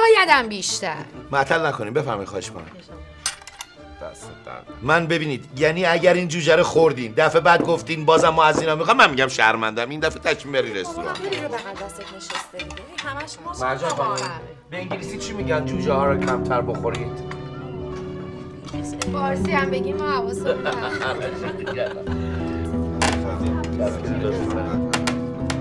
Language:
Persian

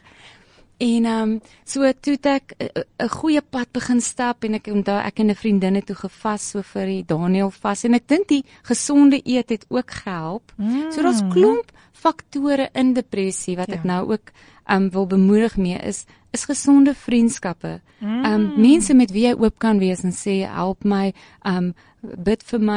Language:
Afrikaans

